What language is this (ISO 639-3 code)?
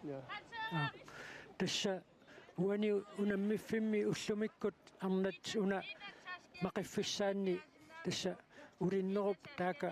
kal